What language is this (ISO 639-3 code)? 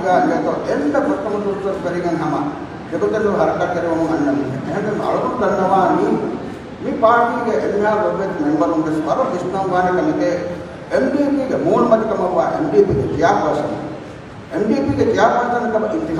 div